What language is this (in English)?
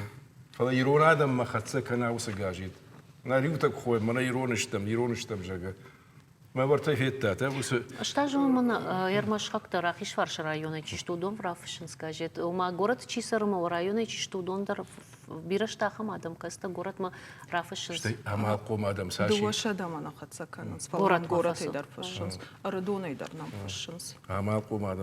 Ossetic